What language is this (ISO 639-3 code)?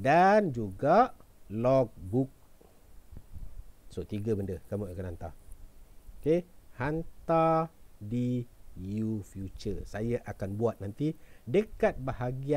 msa